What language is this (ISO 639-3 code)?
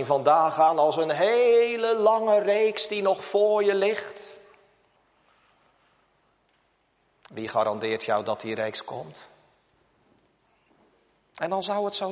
nld